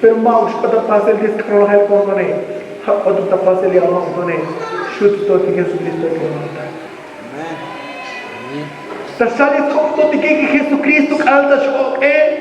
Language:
Tzotzil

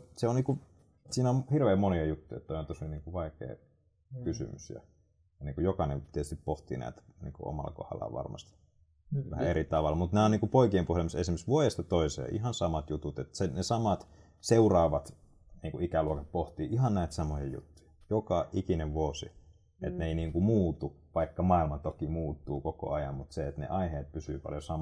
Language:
Finnish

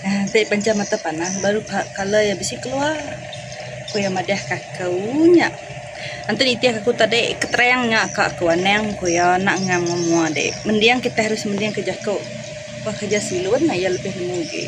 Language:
Iban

